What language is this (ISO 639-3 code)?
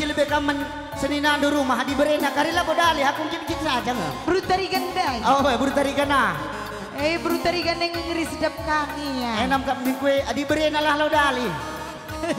btx